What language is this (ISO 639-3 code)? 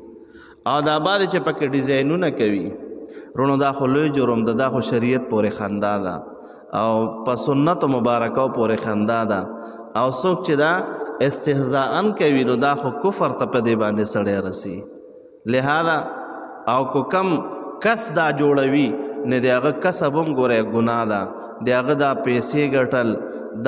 pus